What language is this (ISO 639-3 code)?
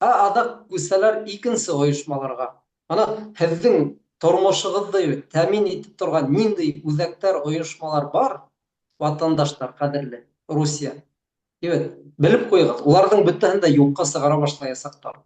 bak